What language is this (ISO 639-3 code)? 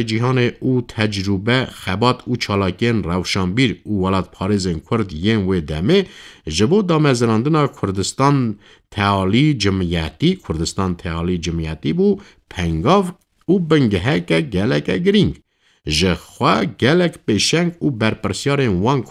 kur